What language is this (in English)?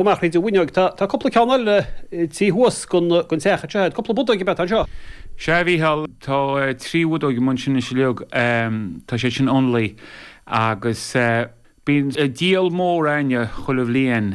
Irish